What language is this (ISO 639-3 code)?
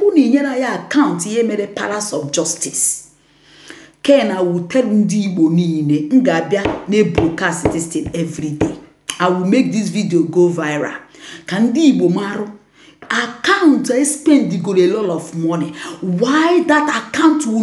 ibo